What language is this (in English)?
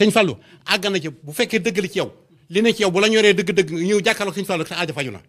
Wolof